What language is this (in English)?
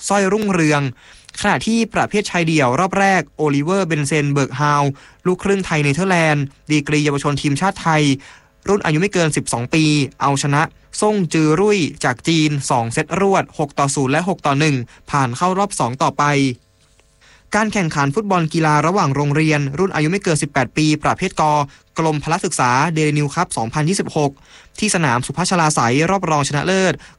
Thai